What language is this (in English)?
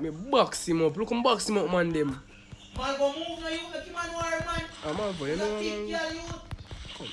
Jamaican Creole English